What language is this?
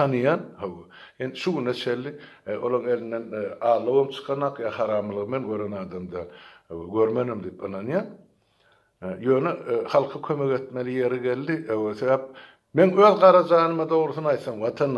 Turkmen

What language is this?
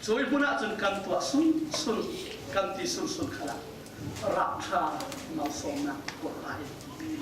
Falam Chin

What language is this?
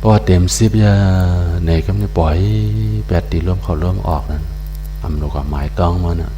Shan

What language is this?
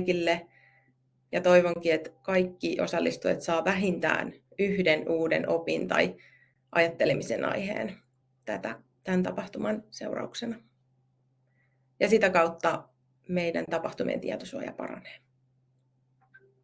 Finnish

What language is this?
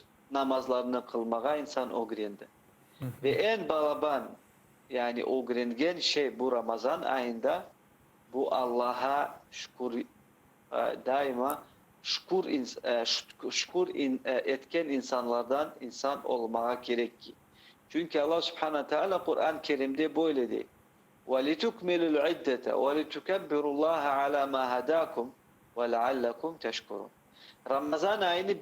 Crimean Tatar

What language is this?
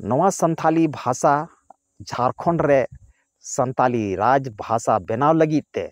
Santali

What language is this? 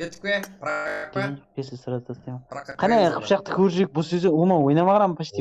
Kara-Kalpak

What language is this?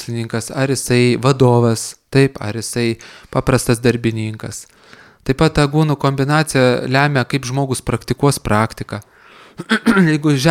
Lithuanian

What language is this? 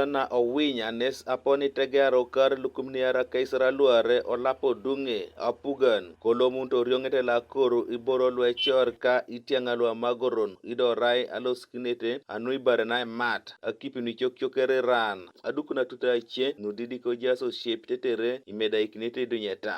Teso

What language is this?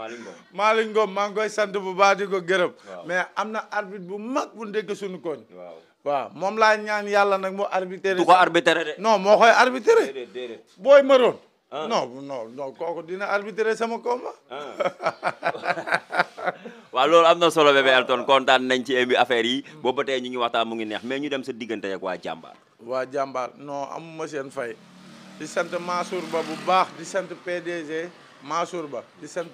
Wolof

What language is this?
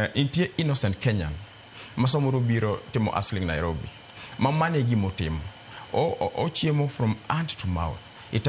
Luo (Kenya and Tanzania)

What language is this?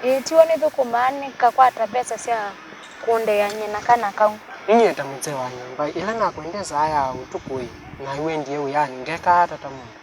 Kamba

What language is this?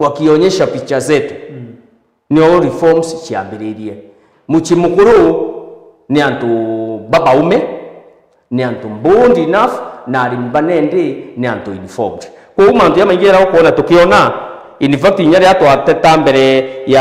Meru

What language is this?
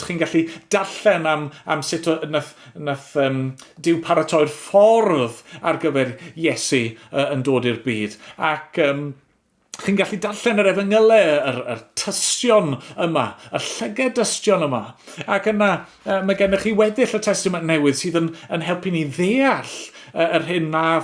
Welsh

